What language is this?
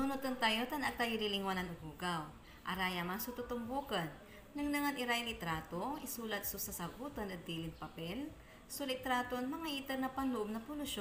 Pangasinan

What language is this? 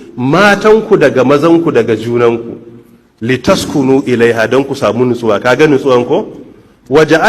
Hausa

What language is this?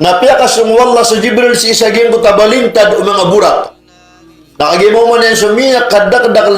Maranao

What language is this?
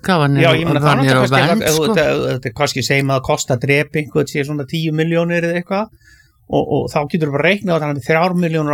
Icelandic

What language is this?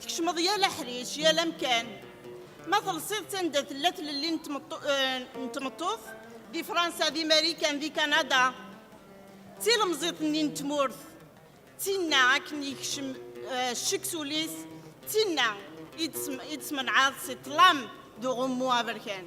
Kabyle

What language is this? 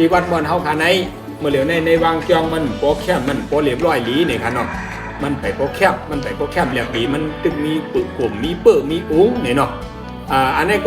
Shan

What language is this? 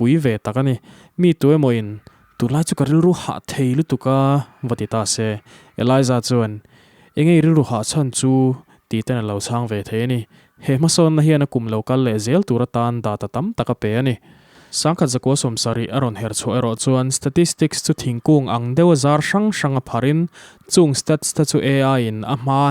Mizo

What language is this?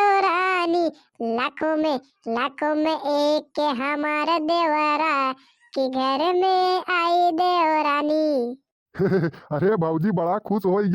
Bhojpuri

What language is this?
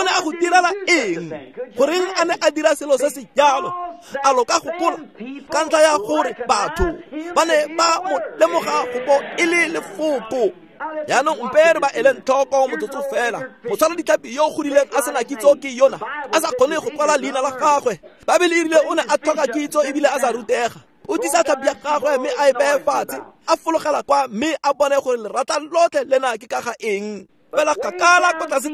Tswana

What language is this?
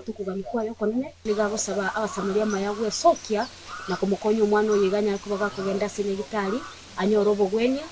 Gusii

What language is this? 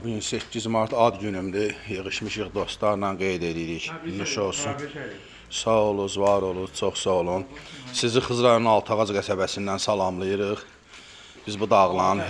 Azerbaijani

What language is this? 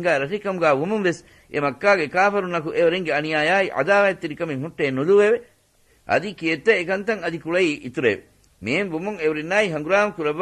Divehi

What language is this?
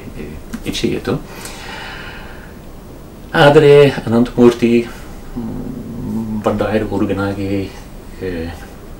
Kannada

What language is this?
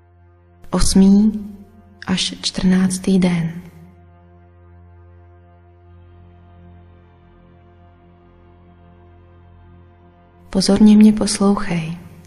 Czech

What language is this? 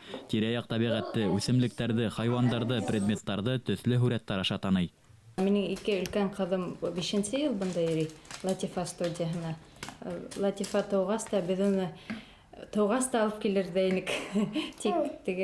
Bashkir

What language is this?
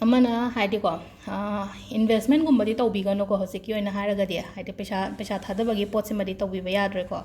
Manipuri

